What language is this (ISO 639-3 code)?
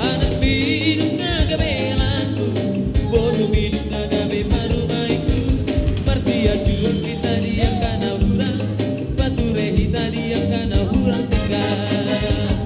bbc